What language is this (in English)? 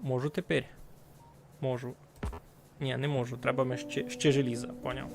Rusyn